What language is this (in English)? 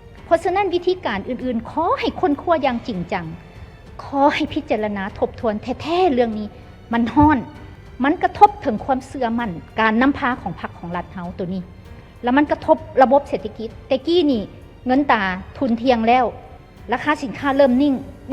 Lao